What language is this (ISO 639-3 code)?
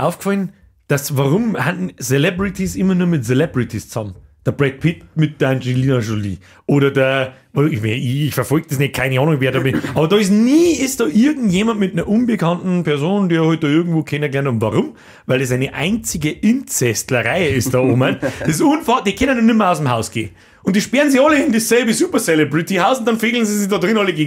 bar